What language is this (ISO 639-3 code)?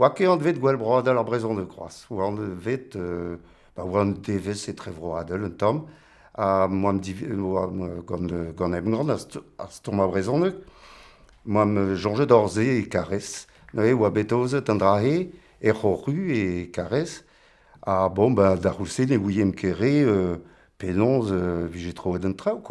bre